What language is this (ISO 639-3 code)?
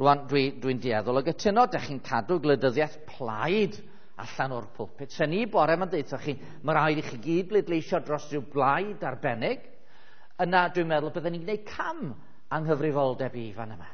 cym